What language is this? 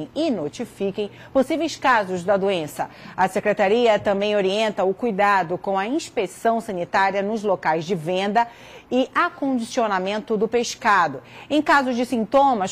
Portuguese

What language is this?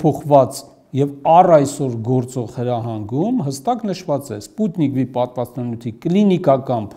Armenian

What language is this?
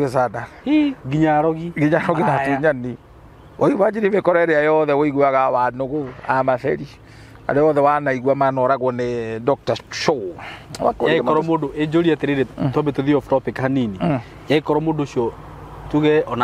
Kikuyu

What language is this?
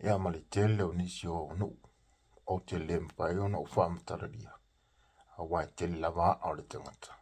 Samoan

